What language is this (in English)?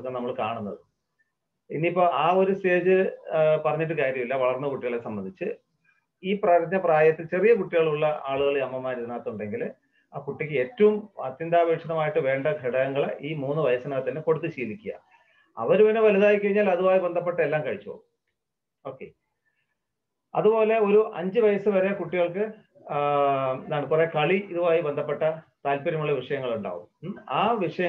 Malayalam